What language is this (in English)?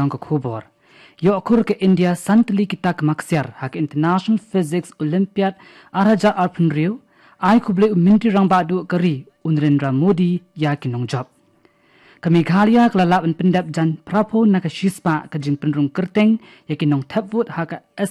Khasi